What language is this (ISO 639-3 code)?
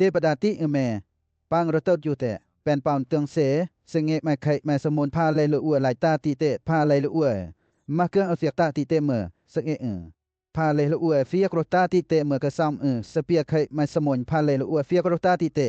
lcp